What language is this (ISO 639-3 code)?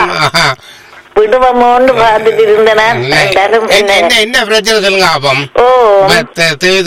tam